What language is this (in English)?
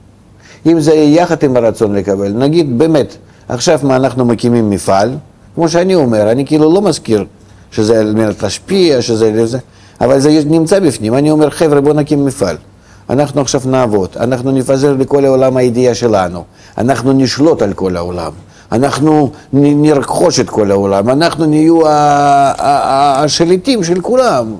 Hebrew